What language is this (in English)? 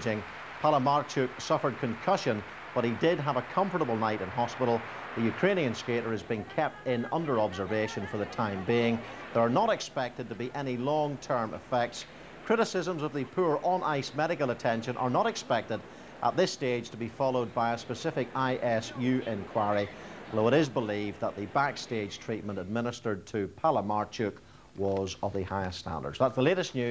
English